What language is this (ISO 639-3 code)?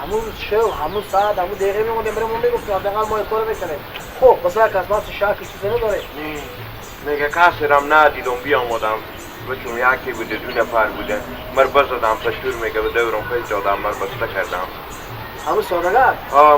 fas